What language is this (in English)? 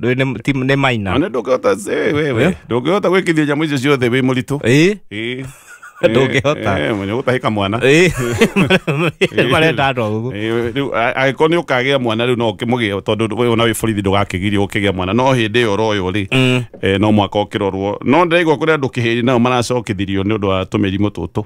Kikuyu